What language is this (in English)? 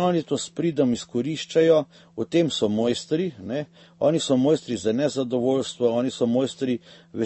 Slovenian